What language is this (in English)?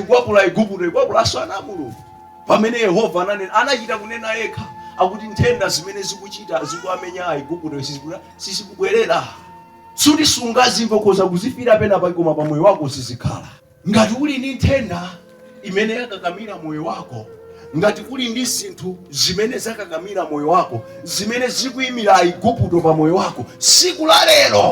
Nyanja